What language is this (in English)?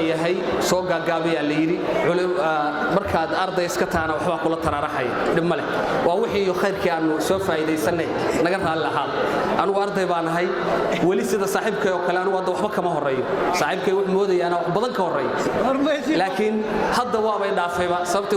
Somali